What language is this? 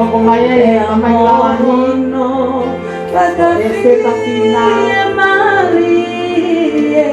Tongan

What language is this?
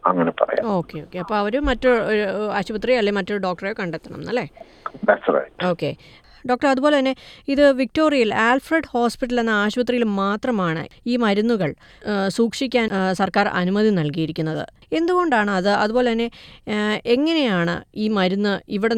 Malayalam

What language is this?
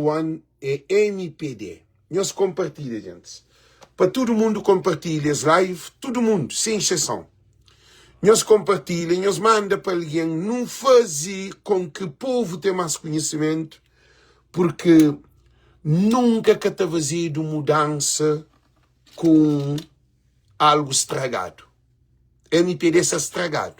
Kabuverdianu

